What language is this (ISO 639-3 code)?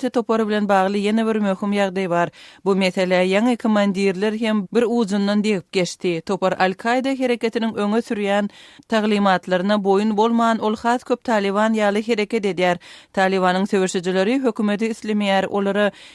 tuk